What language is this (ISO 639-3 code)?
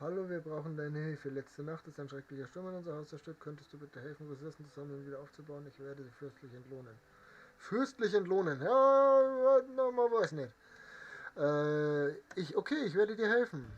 bar